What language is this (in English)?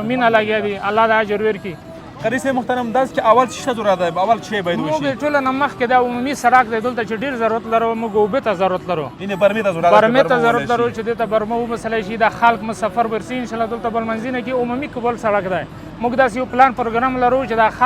Pashto